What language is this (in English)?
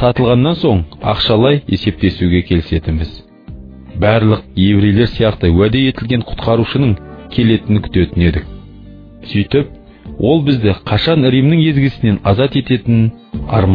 Kazakh